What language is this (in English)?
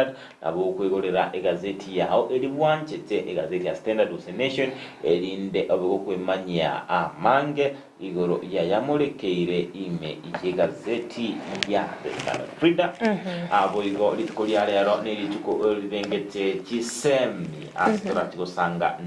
Gusii